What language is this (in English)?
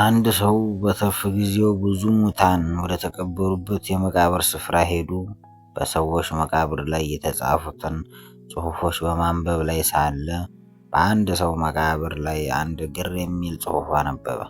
Amharic